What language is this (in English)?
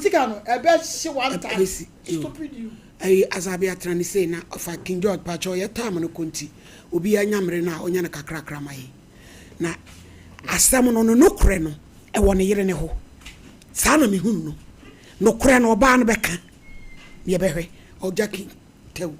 Akan